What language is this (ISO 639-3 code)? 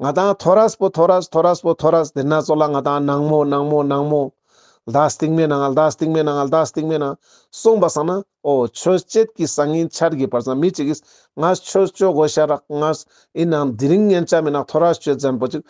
lbj